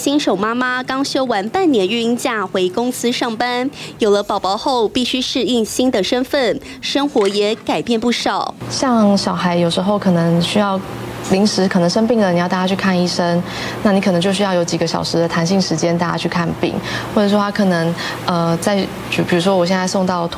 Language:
Chinese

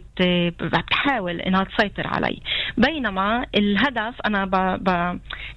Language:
North Levantine Arabic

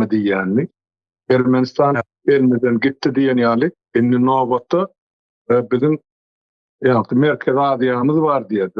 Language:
Turkmen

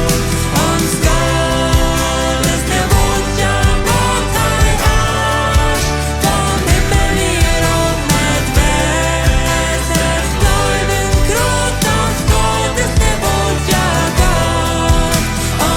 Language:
Plautdietsch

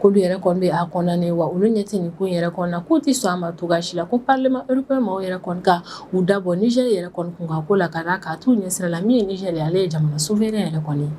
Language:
Bambara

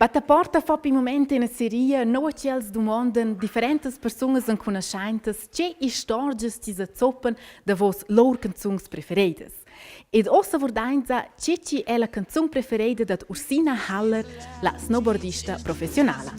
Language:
Romansh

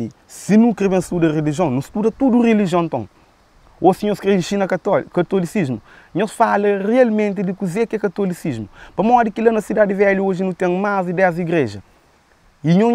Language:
Kabuverdianu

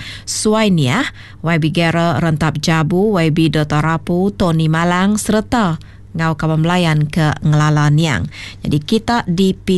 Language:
Iban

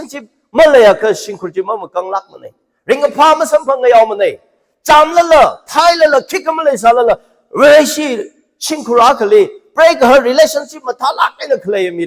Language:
Tangkhul Naga (India)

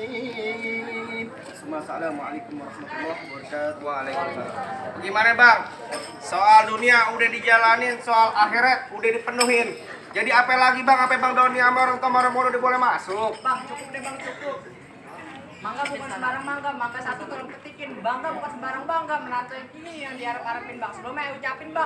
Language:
Betawi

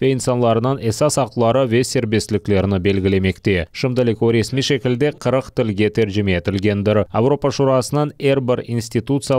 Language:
Crimean Tatar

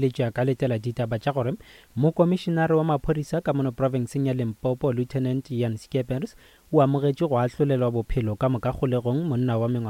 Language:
Northern Sotho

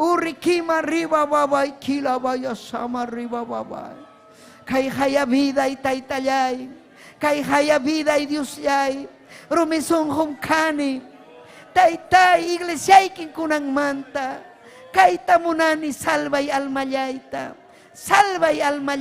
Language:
Ayacucho Quechua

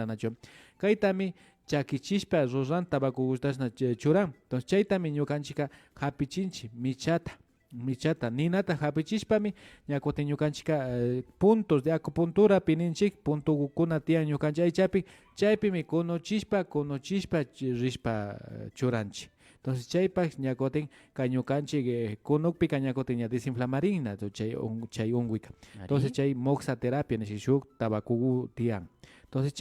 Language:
Imbabura Highland Quichua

